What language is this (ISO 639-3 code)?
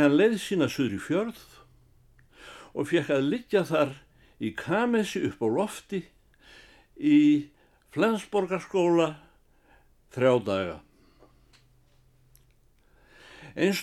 isl